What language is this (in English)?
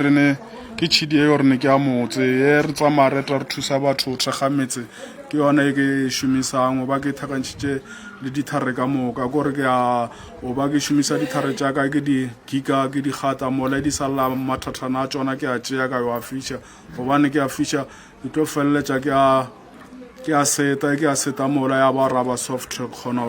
Northern Sotho